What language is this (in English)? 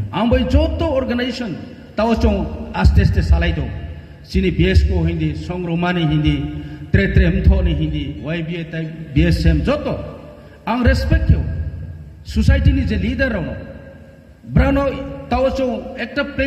Kok Borok